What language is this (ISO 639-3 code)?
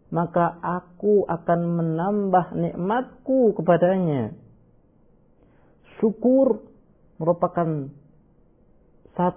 ind